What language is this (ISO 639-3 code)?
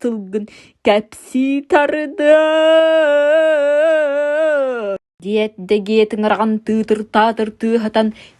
sah